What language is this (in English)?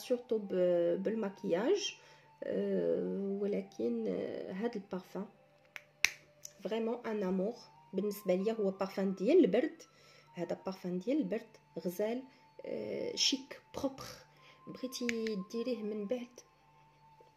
Moroccan Arabic